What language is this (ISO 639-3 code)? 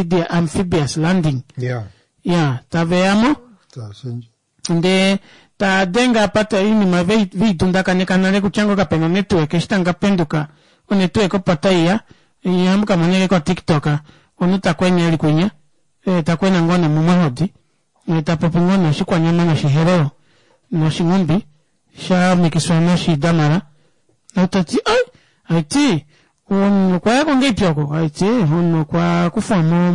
kua